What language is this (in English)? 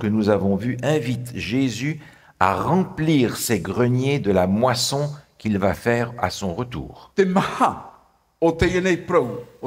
Tahitian